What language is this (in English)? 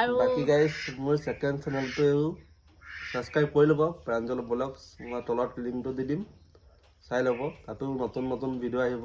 Assamese